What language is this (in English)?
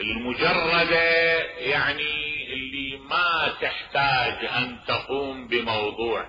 Mesopotamian Arabic